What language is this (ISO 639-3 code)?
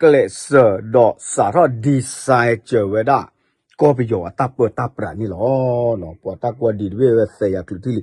ksw